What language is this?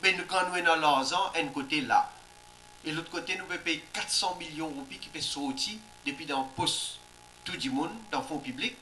Morisyen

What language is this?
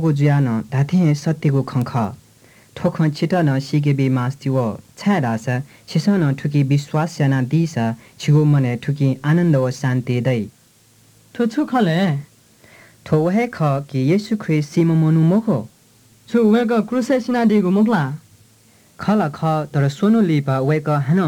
Newari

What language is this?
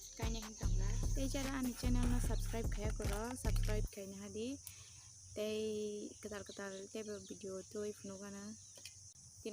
Kok Borok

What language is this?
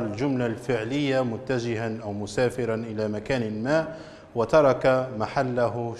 Arabic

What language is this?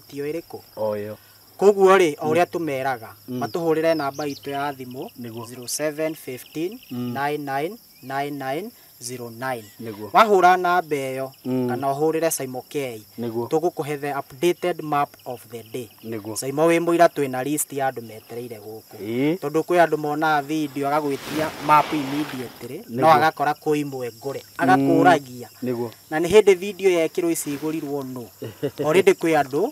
Kikuyu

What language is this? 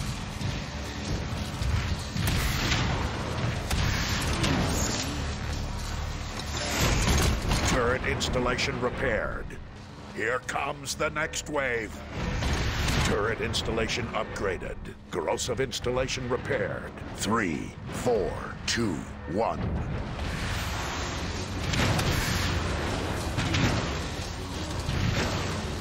English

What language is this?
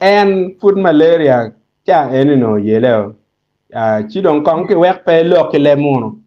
Acoli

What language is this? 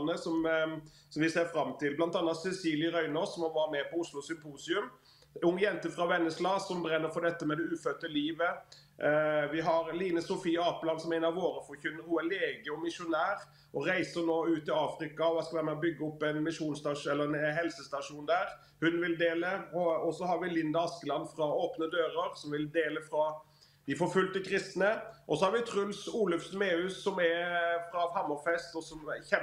Norwegian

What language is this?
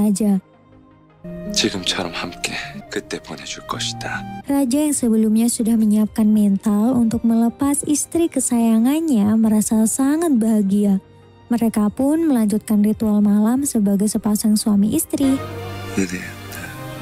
Indonesian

